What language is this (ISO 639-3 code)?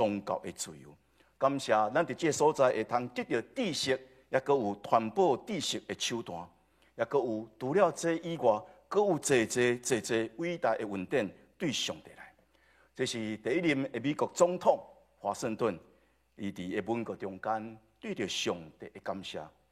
nan